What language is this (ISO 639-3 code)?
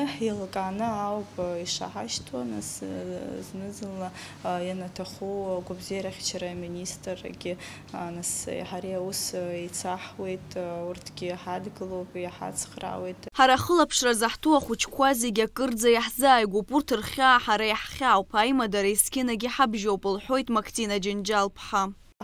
abk